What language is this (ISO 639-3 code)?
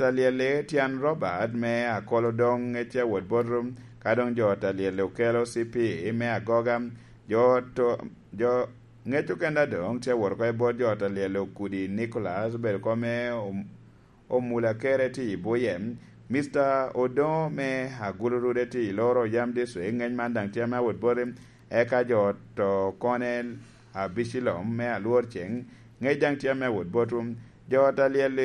laj